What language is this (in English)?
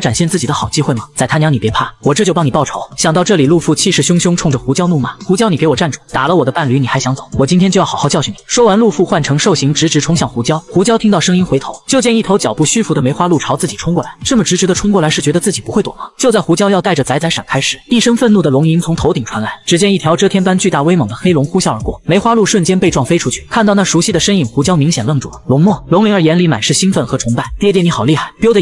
Chinese